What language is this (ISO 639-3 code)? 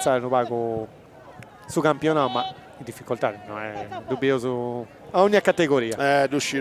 srd